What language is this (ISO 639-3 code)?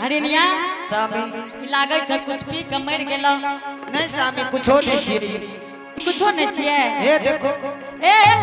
anp